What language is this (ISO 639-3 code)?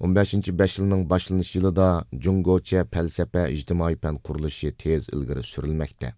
uig